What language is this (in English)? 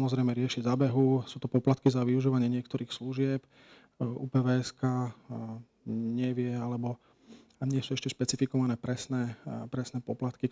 Slovak